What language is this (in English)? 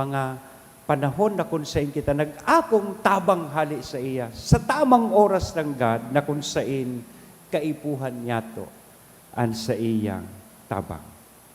Bikol